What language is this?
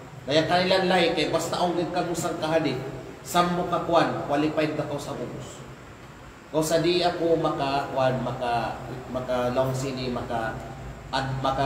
Kalagan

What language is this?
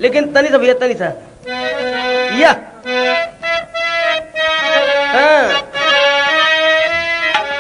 Bhojpuri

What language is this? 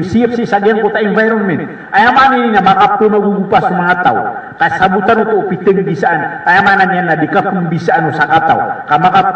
Maranao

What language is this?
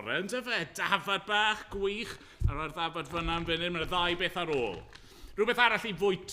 Welsh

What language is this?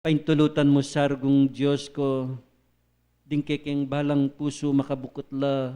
Pampanga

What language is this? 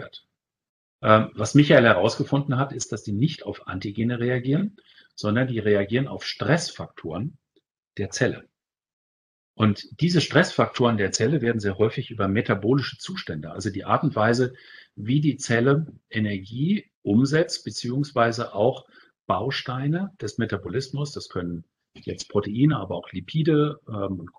German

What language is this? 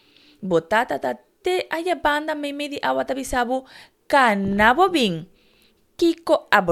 Papiamento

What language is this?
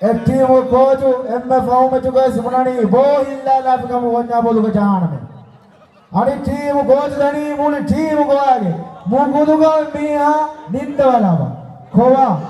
Divehi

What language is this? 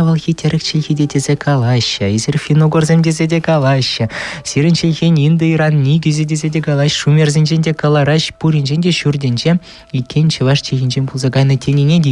Chuvash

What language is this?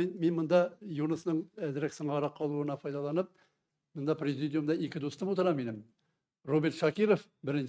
Tatar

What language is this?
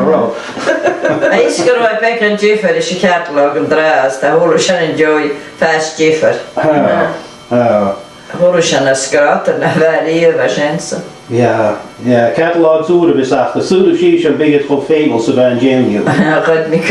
Scottish Gaelic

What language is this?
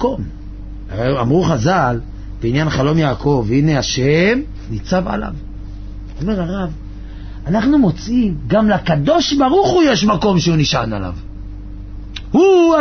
Hebrew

